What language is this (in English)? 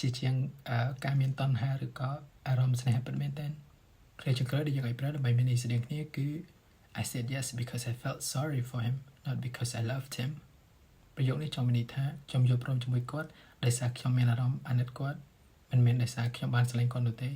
Khmer